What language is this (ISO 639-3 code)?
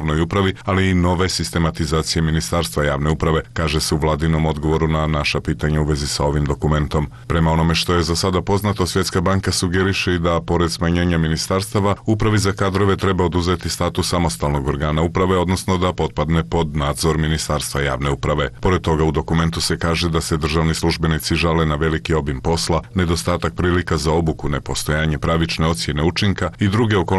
srp